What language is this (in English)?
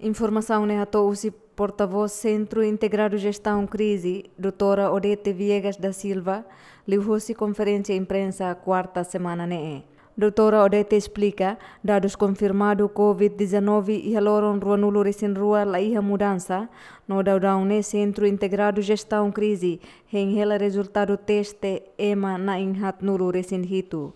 Tetum